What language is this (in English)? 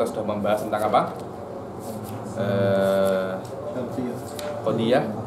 Indonesian